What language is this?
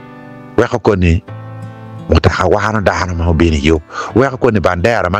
Acoli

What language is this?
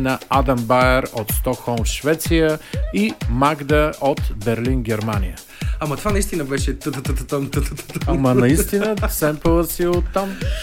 Bulgarian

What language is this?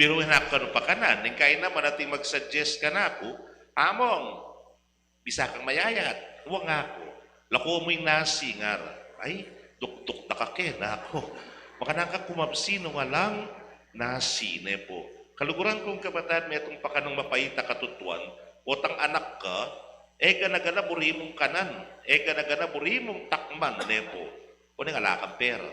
Pampanga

